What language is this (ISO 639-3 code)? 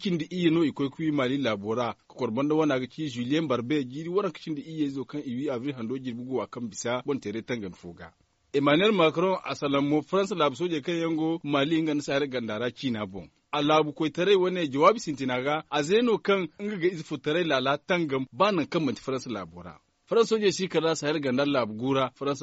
dje